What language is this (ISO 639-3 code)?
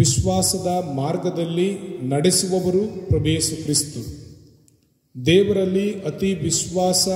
kan